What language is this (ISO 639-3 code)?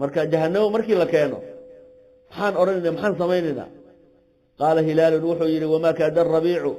som